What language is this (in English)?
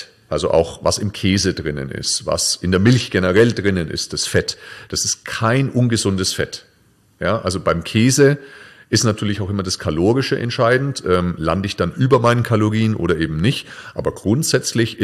German